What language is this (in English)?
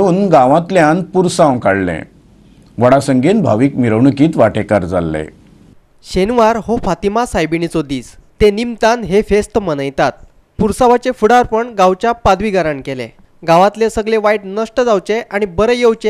Konkani